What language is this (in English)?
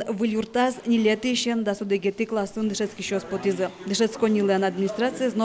Udmurt